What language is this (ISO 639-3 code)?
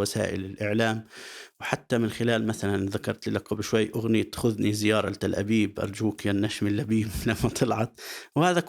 apc